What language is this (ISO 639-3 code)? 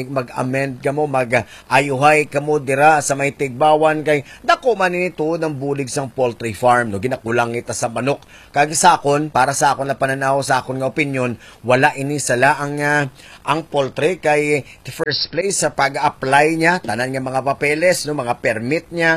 hil